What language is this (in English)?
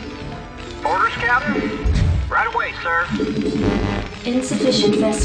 English